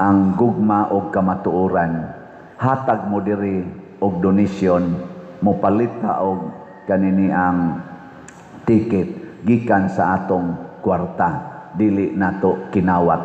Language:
Cebuano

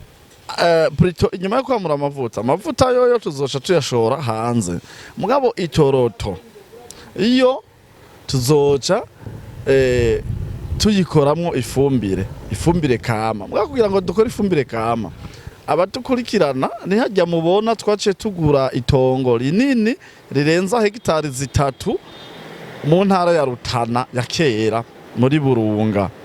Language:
Rundi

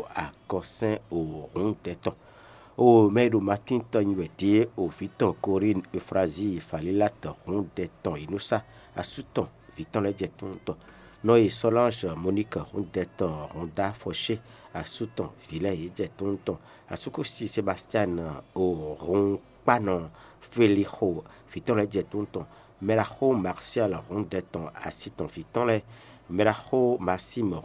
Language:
Fon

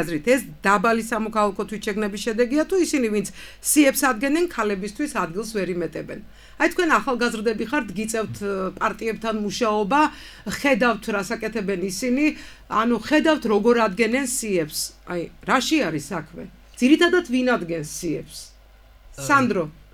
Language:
Georgian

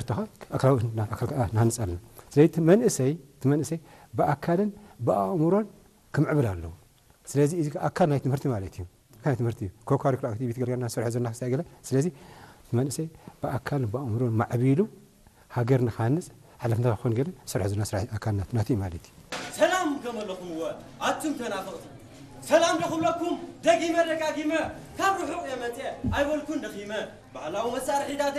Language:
Tigrinya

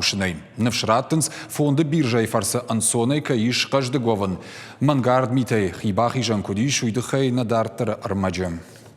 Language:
Ossetic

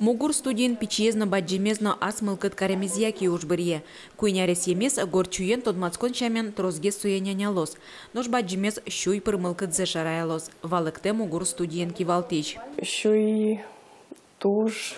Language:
Udmurt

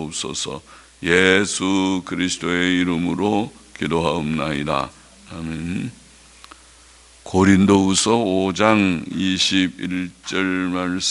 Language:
Korean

